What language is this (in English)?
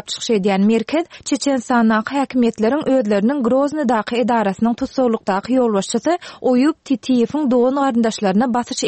Turkmen